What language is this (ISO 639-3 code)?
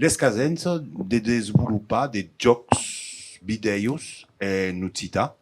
oci